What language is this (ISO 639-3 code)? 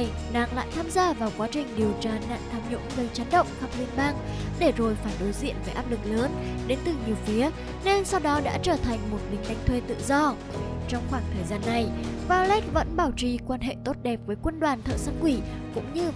vie